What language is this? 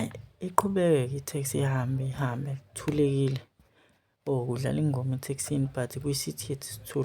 Zulu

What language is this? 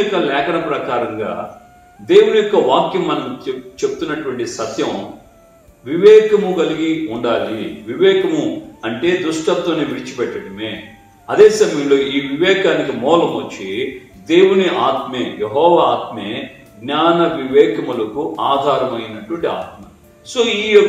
Telugu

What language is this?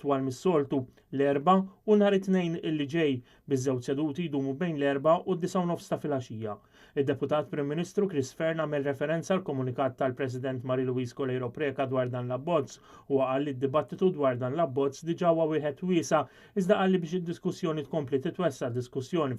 Maltese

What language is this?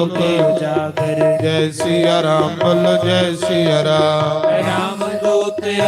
Dogri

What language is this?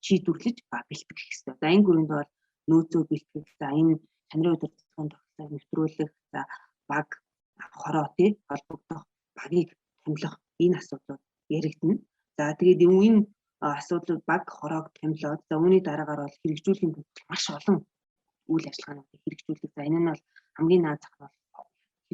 Mongolian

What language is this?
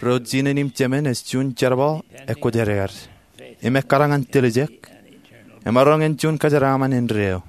Marshallese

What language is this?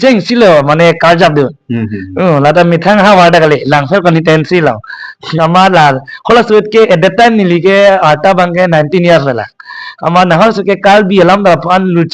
Karbi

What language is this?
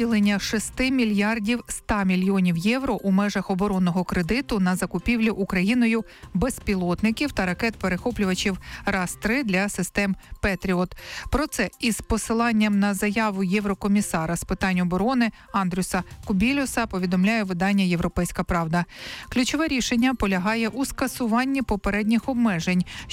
Ukrainian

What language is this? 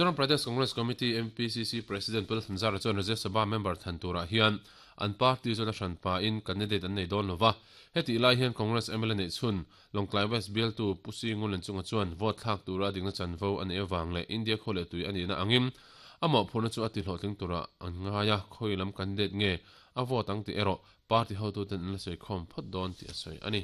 Mizo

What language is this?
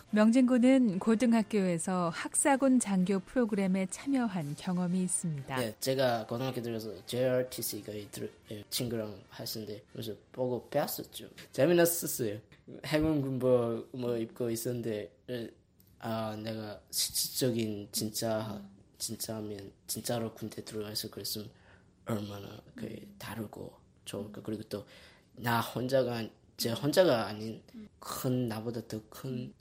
Korean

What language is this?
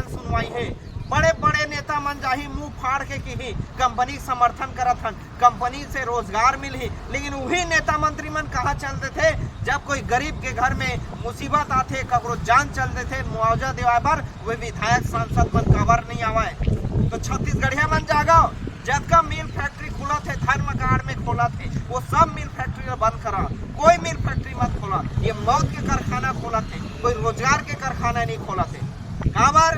Chhattisgarhi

